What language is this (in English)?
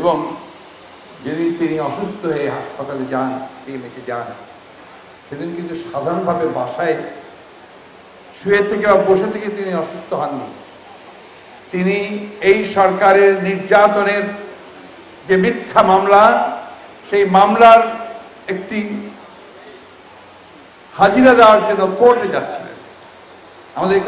Bangla